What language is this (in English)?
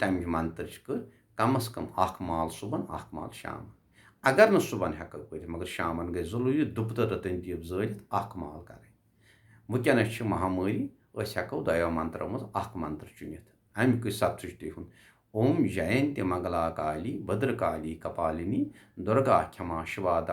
Kashmiri